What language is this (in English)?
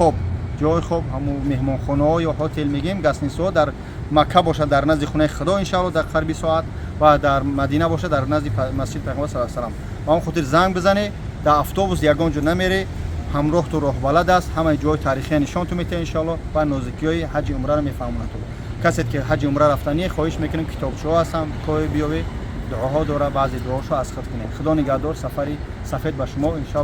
Tajik